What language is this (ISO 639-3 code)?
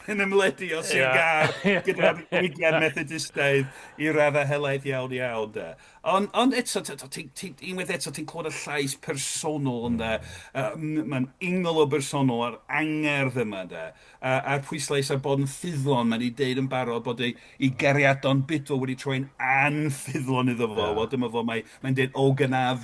cym